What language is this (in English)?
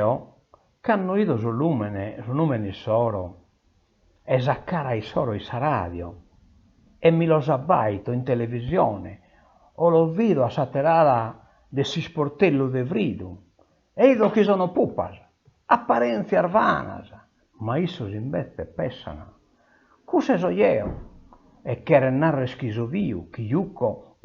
Sardinian